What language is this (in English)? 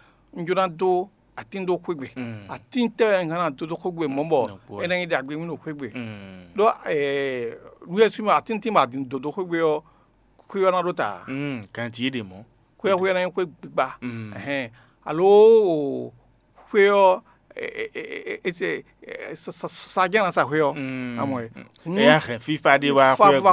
Fon